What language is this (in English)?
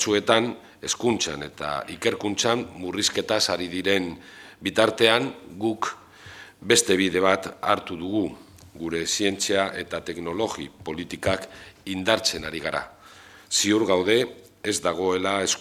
Basque